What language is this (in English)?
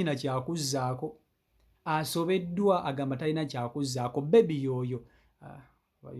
Ganda